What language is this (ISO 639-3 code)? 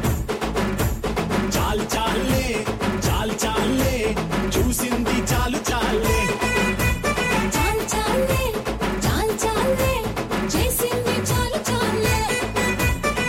tel